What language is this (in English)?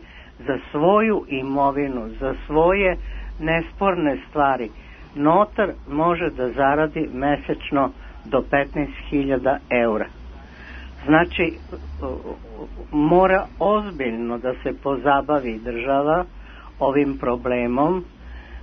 Serbian